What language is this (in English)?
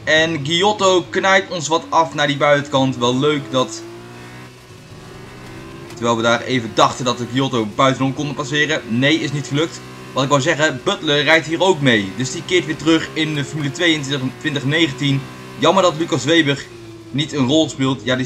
Dutch